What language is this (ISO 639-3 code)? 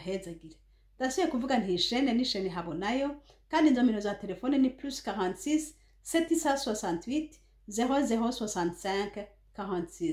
run